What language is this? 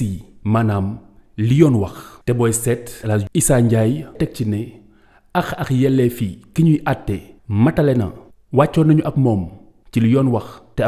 Wolof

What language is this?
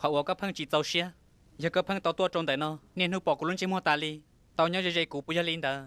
Hmong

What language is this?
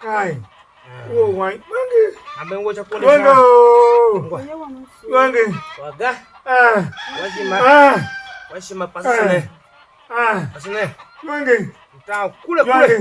Tiv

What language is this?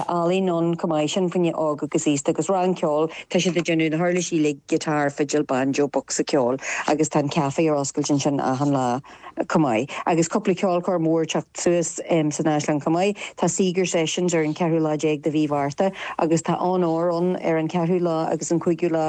Irish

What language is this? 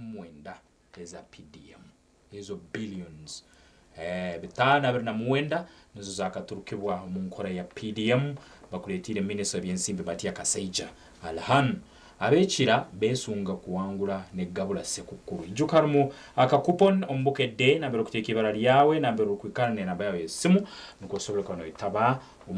Nyankole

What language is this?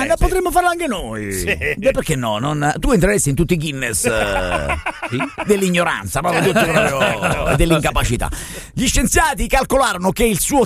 Italian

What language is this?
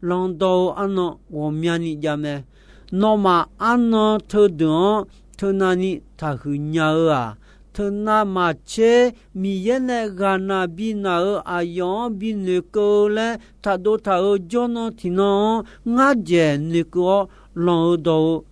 Akha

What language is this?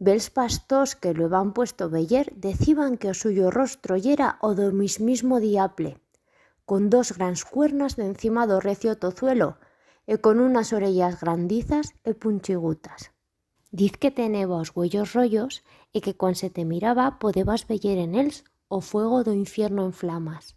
Aragonese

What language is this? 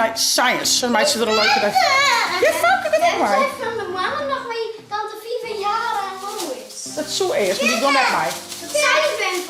Western Frisian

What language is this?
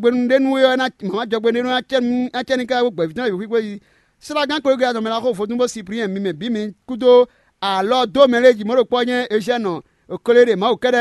Fon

